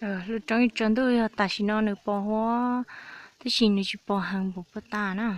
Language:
Hmong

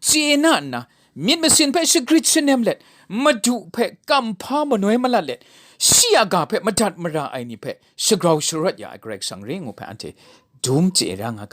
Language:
Kachin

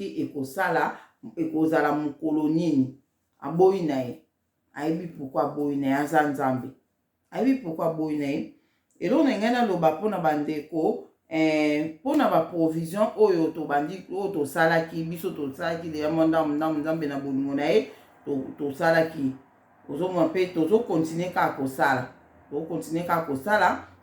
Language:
Lingala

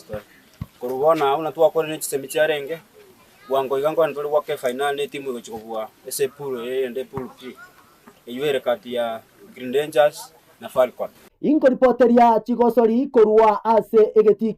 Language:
Gusii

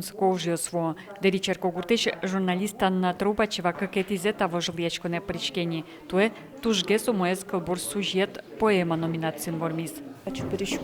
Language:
Udmurt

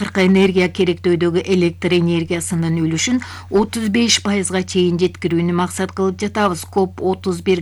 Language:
Kyrgyz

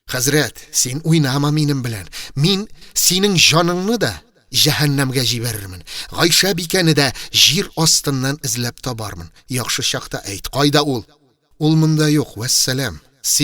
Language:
Tatar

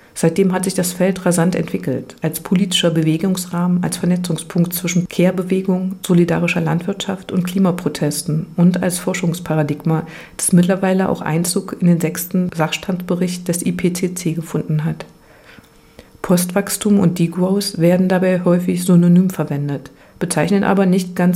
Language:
German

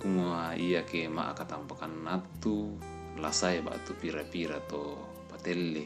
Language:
Toraja-Sa'dan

